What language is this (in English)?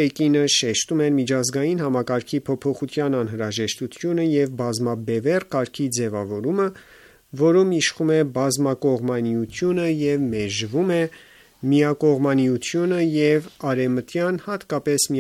Armenian